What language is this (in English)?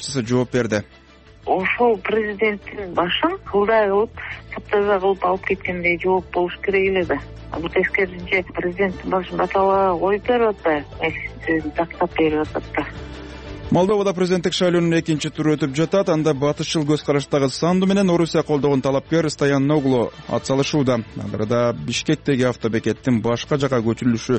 Kyrgyz